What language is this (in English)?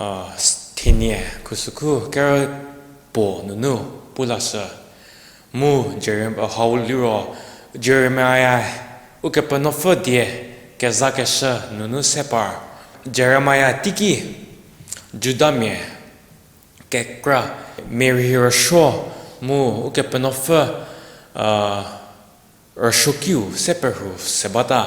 Angami Naga